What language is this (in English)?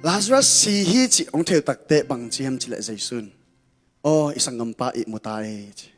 Tedim Chin